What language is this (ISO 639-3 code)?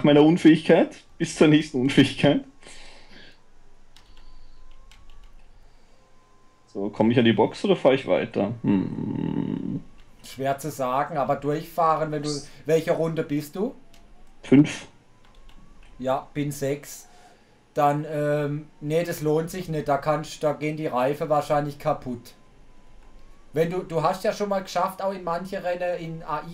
deu